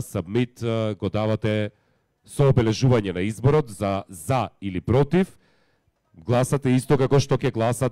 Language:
Macedonian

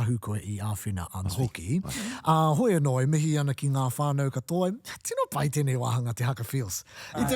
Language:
Māori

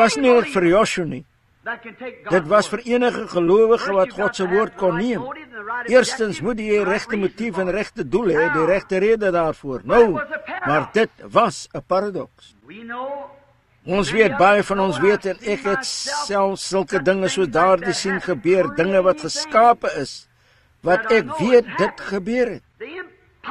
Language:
Afrikaans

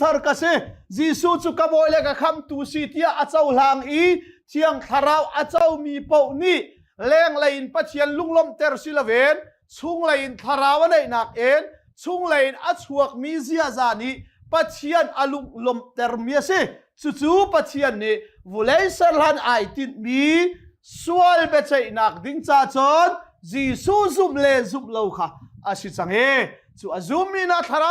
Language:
Hakha Chin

